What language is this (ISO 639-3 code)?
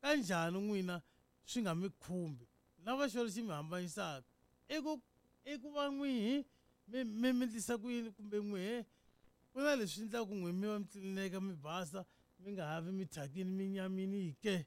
tso